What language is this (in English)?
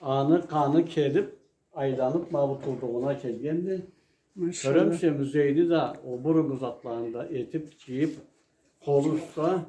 Karachay-Balkar